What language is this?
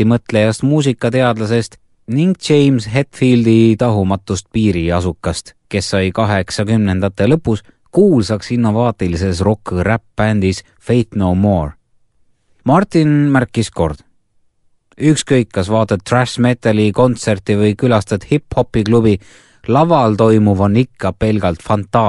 Estonian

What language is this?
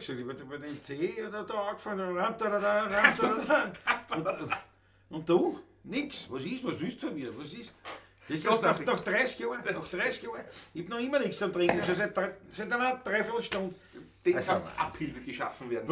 Bavarian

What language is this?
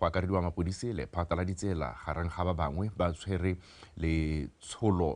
Tswana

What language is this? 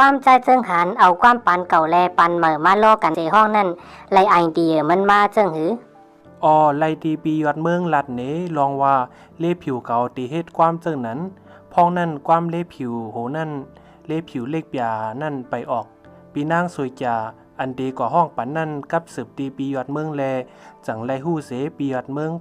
Shan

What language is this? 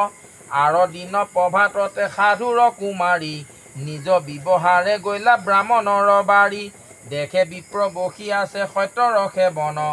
Assamese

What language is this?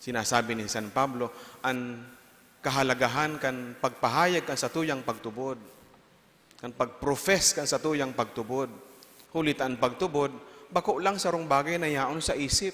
Bikol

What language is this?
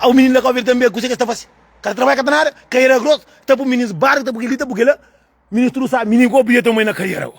Kabuverdianu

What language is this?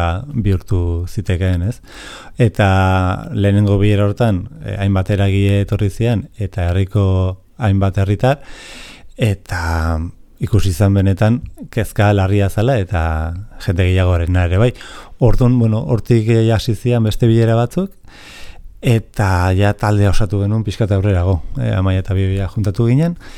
Basque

